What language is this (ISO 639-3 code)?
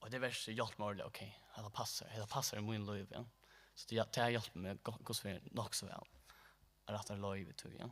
fao